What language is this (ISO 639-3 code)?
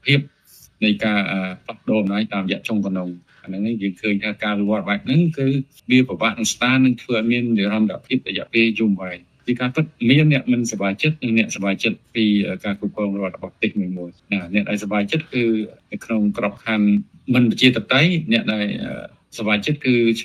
khm